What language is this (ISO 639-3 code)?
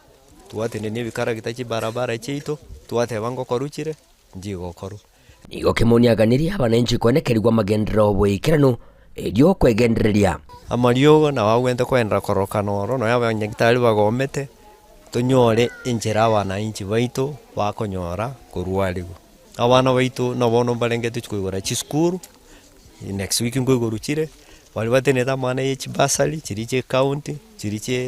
guz